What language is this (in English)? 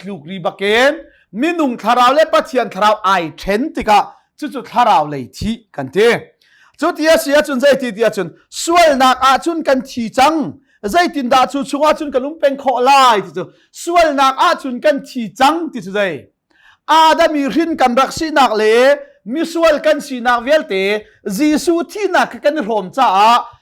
Hakha Chin